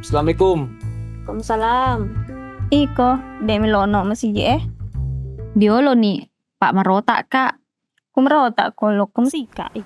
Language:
Buginese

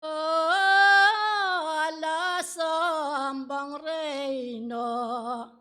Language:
Pampanga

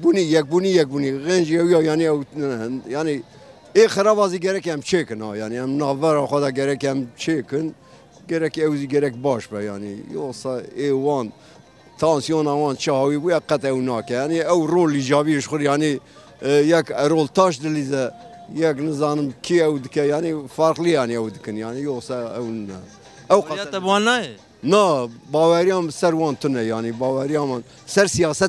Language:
Kurdish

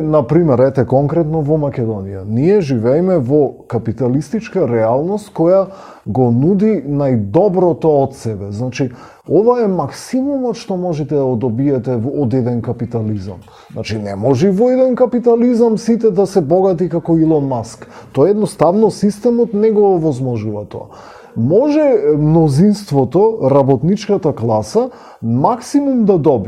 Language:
Macedonian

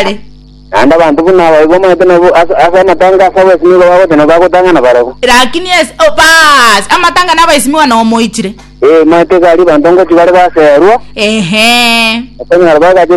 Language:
Gusii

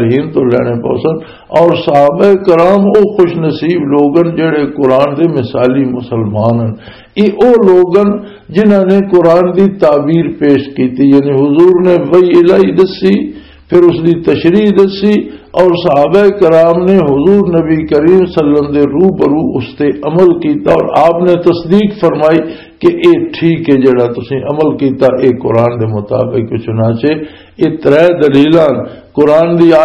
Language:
Western Panjabi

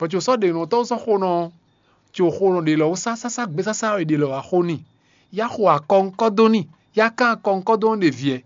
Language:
Fon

